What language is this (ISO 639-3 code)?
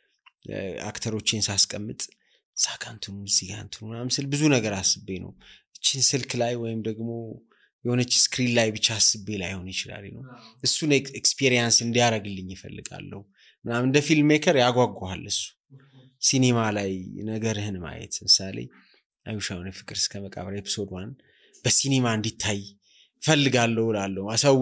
amh